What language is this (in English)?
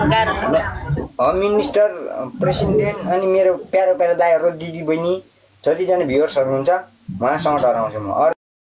Nepali